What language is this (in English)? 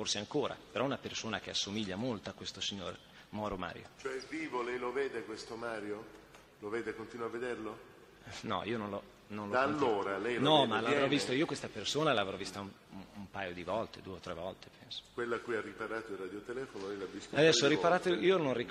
Italian